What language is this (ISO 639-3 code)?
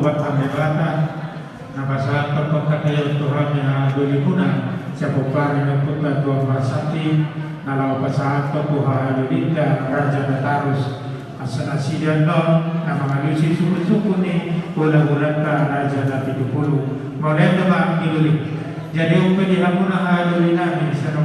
bbc